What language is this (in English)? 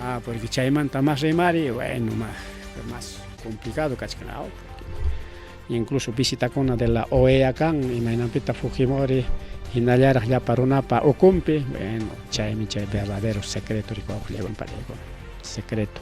Ayacucho Quechua